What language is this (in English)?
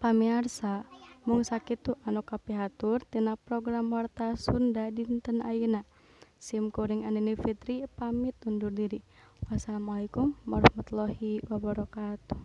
Sundanese